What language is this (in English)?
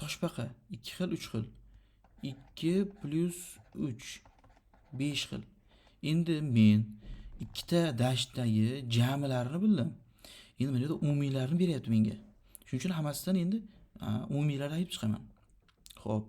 Uzbek